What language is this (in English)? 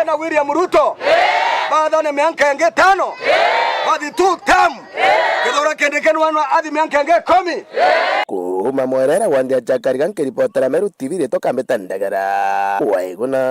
Meru